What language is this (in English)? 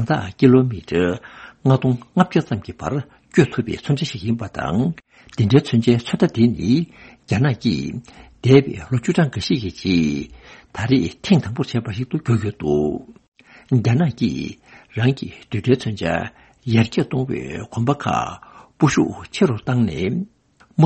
Tibetan